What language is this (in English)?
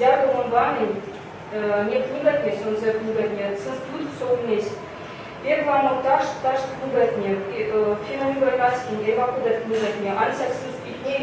Erzya